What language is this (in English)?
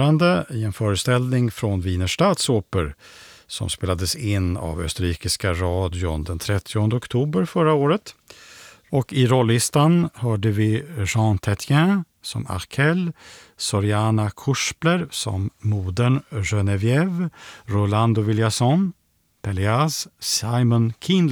Swedish